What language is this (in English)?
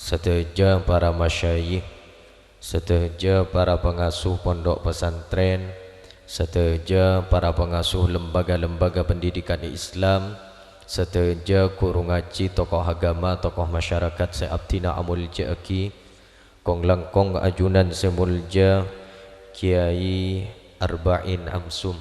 Madurese